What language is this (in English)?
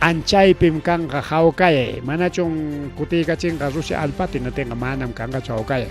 Ayacucho Quechua